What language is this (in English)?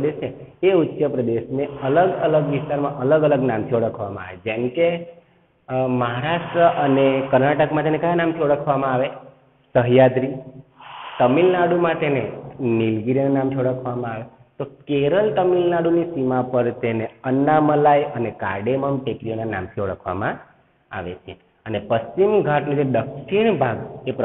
Gujarati